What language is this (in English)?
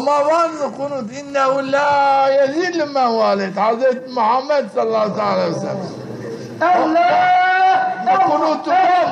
Zaza